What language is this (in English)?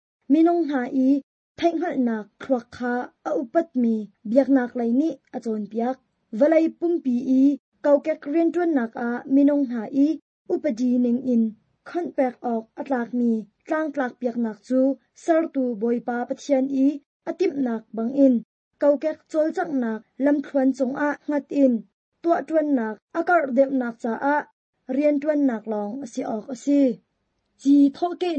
Hakha Chin